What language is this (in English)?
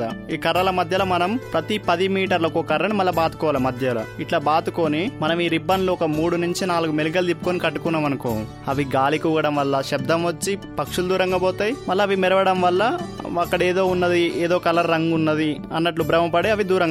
Telugu